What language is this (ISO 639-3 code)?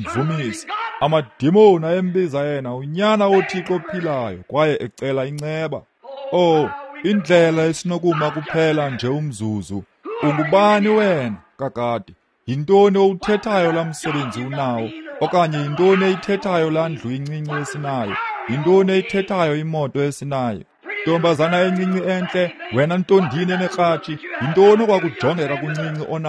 xho